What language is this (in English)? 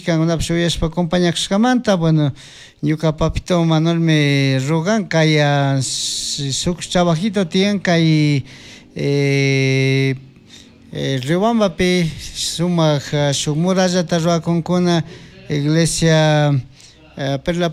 Chimborazo Highland Quichua